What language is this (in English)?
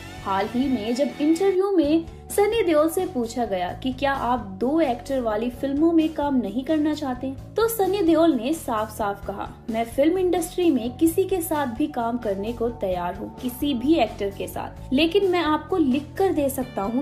Hindi